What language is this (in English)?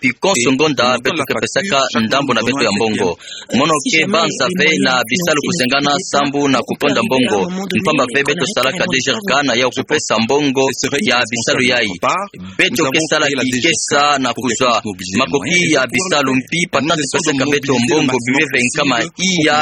Kituba (Democratic Republic of Congo)